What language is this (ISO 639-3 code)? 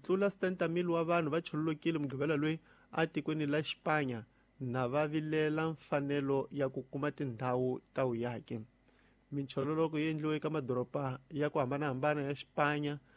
tso